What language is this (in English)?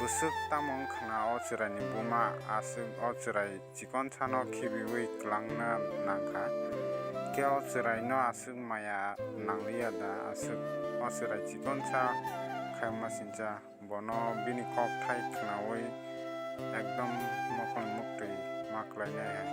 Kok Borok